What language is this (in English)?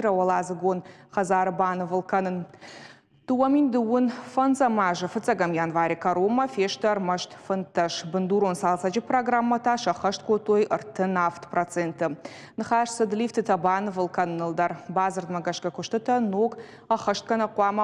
Ossetic